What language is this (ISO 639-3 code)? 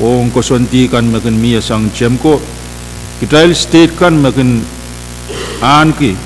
pon